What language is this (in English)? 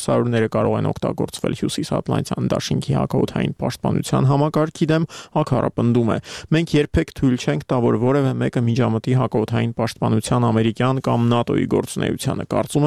Armenian